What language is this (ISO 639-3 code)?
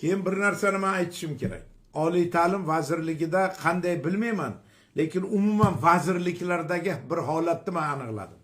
uzb